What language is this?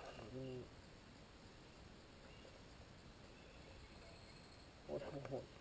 Thai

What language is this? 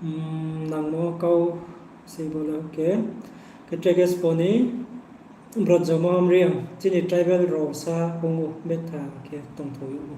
Riang (India)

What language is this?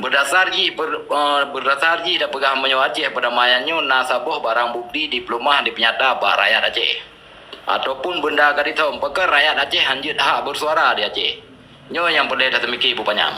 Achinese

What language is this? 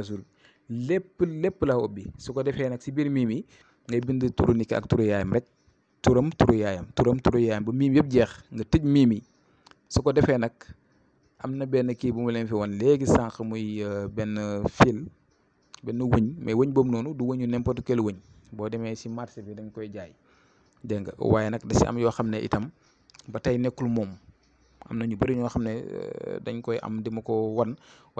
Wolof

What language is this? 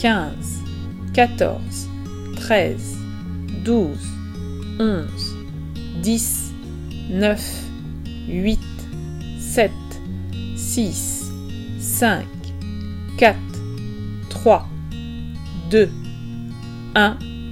French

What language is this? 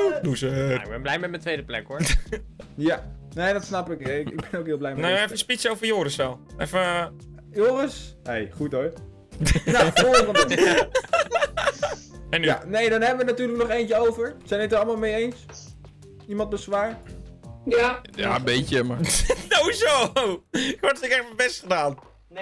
Dutch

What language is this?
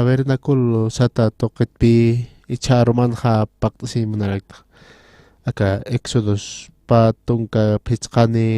Aymara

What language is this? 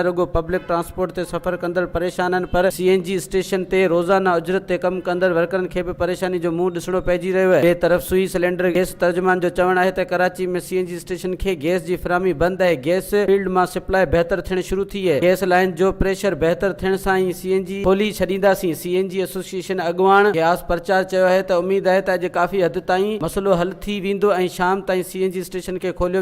Sindhi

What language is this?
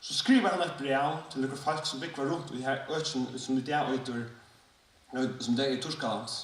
Faroese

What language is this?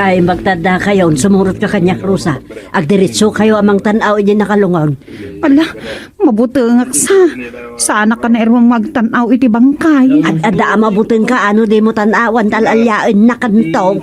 Iloko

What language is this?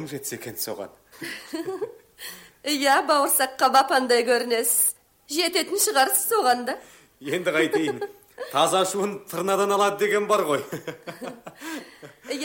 Kazakh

